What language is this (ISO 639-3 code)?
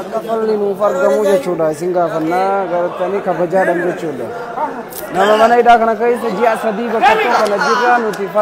orm